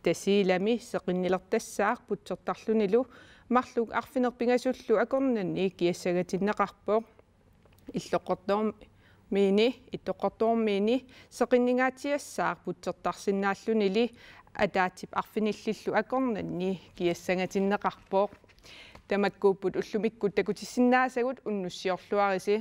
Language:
Kalaallisut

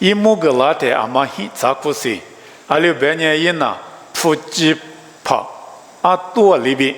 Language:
Lisu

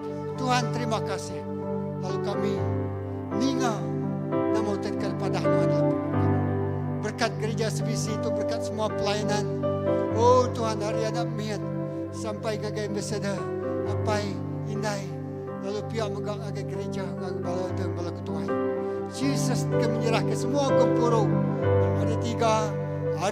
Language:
Iban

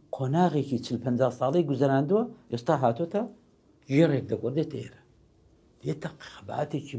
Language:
Central Kurdish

